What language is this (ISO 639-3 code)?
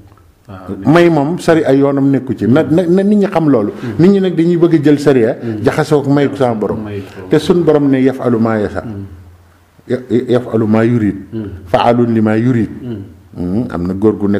wol